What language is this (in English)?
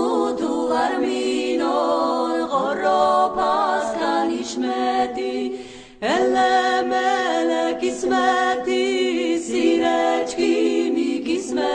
Laz